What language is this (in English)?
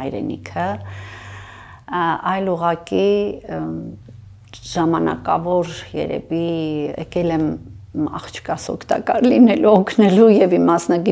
Armenian